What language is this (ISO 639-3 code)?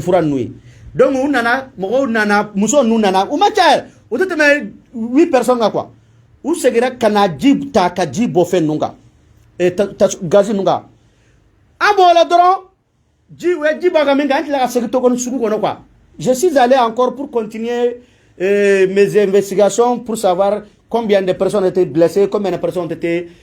bam